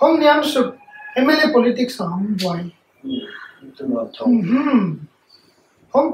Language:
Paite Chin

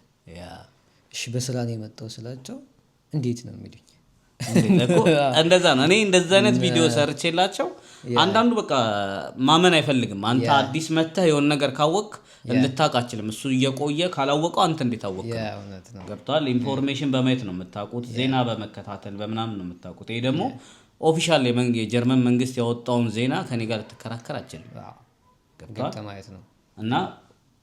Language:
Amharic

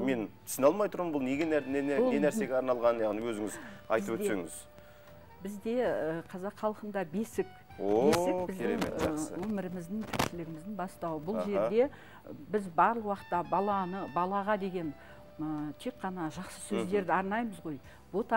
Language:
Kazakh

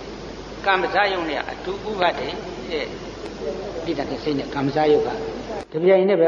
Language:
Burmese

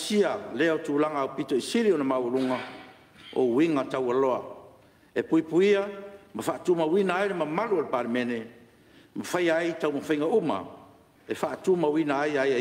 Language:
Samoan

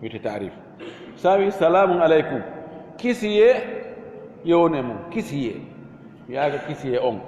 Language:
Fula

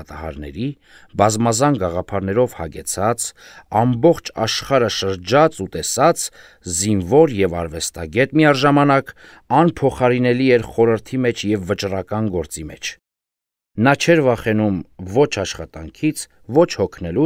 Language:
Armenian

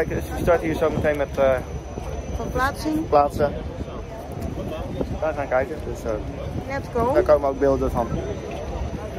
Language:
Dutch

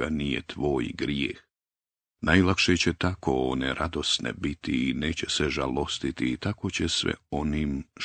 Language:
Bosnian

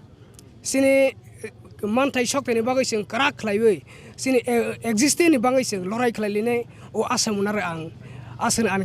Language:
Kok Borok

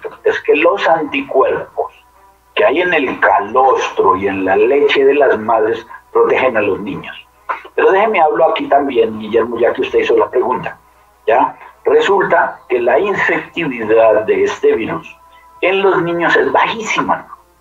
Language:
Spanish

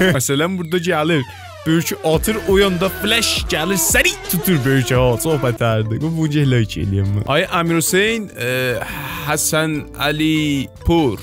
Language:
South Azerbaijani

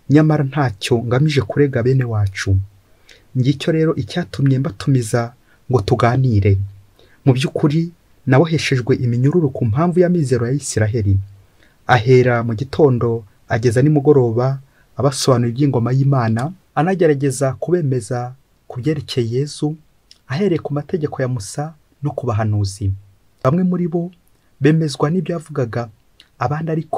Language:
Kinyarwanda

